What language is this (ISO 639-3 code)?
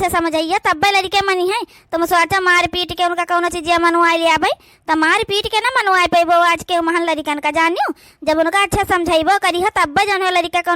awa